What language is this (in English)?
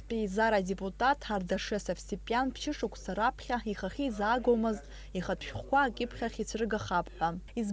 Abkhazian